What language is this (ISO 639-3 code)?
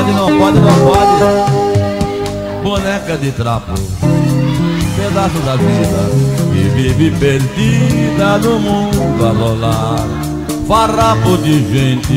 por